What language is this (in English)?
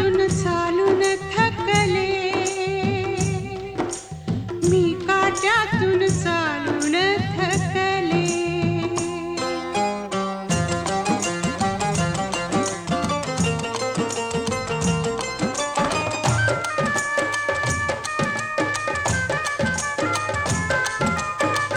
Marathi